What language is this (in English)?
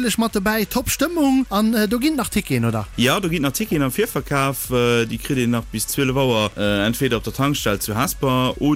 Luxembourgish